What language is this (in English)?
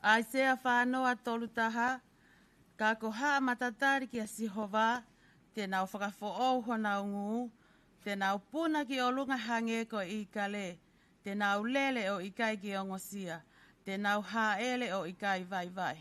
Tongan